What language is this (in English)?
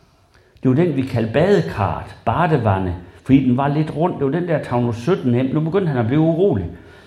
Danish